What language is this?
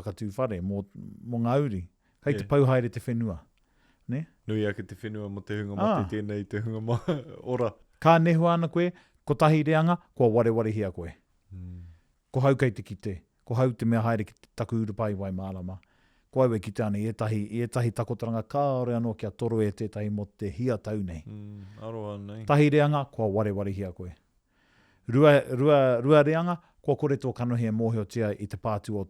Māori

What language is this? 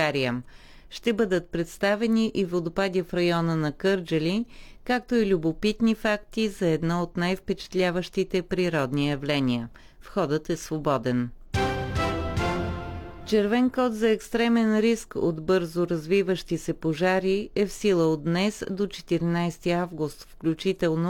Bulgarian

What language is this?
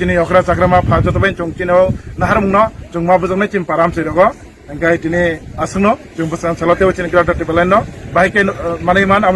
Kok Borok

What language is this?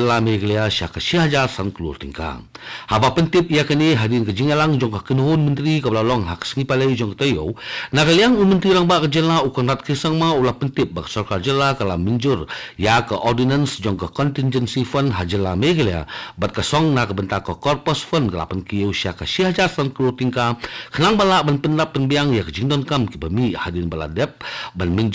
Khasi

